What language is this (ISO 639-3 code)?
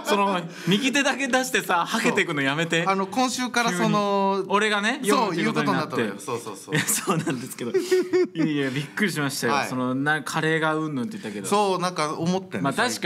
jpn